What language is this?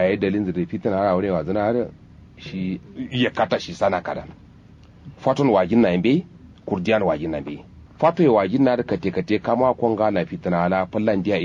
Kanuri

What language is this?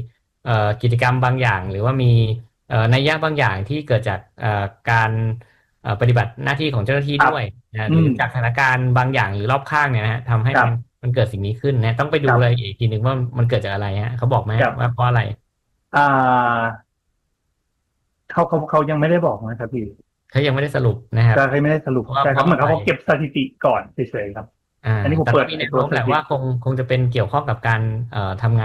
Thai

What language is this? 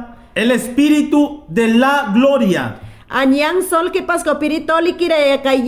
Mayangna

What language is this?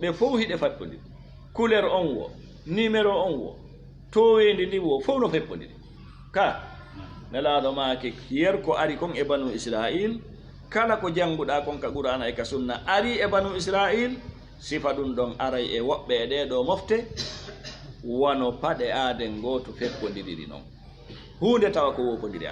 Fula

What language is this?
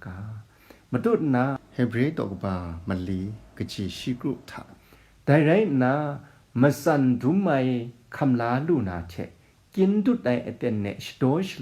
Kachin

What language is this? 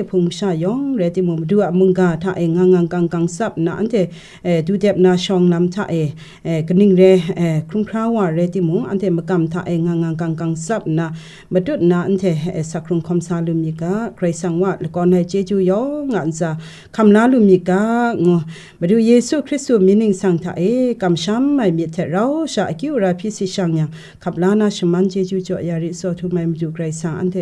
Kachin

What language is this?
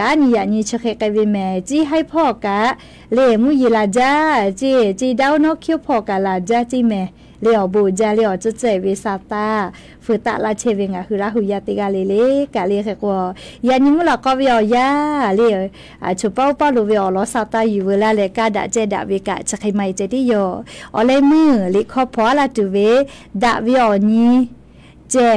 Lahu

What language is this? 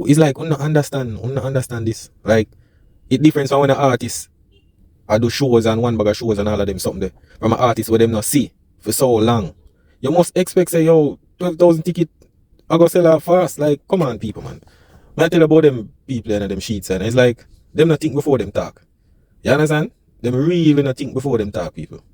Jamaican Creole English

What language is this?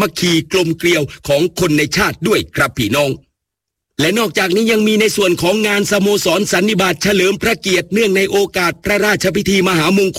Thai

